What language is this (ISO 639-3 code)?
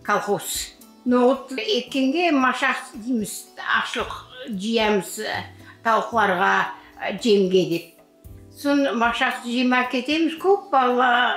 crh